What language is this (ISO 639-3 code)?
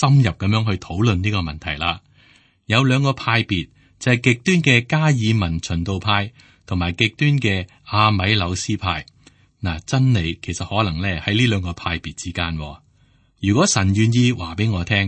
yue